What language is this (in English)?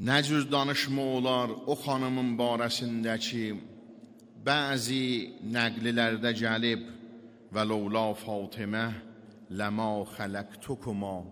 Azerbaijani